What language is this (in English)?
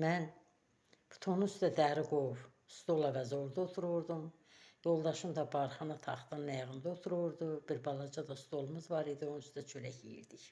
Azerbaijani